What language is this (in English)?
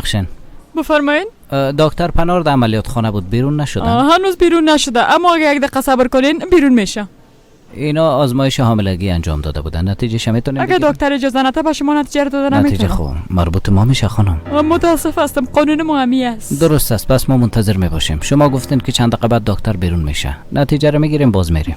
Persian